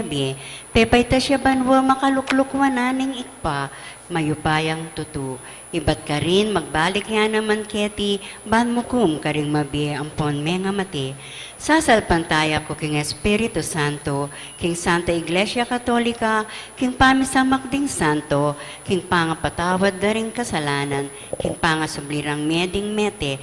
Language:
Pampanga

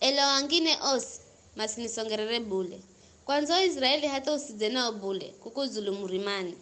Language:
Giryama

